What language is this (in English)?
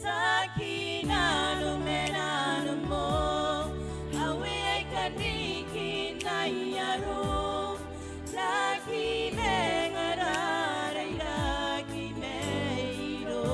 Gilbertese